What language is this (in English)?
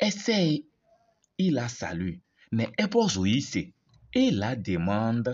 Kabiyè